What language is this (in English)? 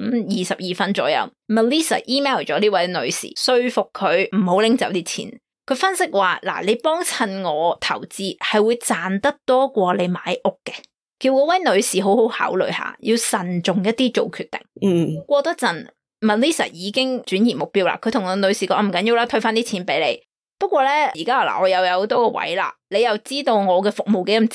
Cantonese